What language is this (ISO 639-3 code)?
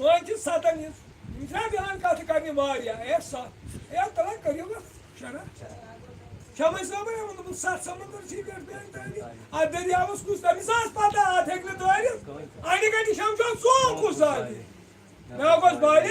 kas